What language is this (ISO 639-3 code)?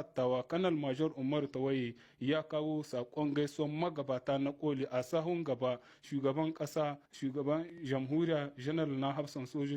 hau